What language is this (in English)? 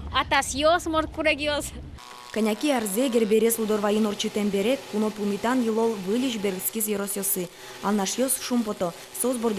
Udmurt